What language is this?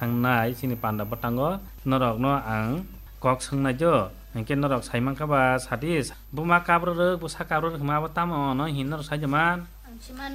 Kok Borok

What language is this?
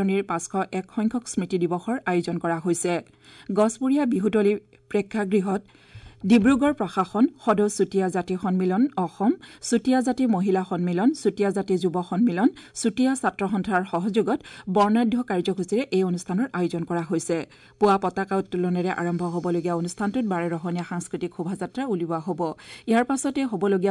Assamese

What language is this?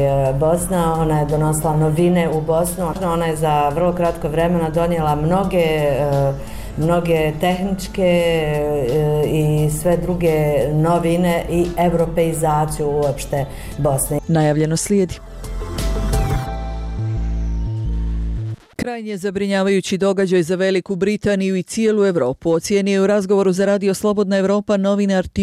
Bosnian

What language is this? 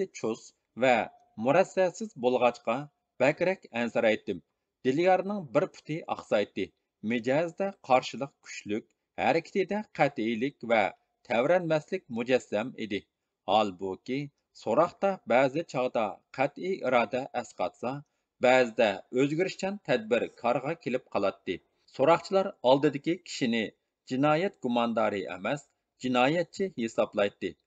Uyghur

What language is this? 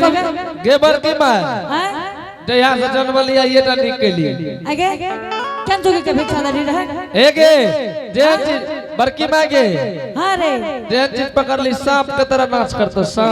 Angika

